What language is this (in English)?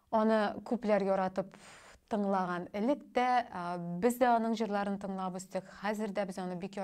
Tatar